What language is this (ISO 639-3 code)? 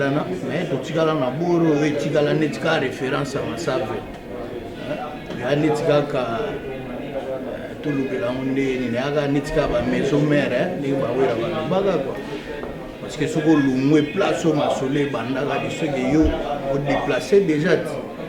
lin